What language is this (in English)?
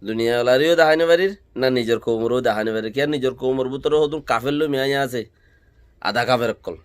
Rohingya